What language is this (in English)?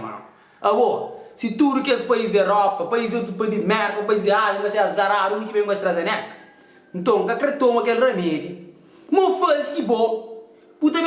Kabuverdianu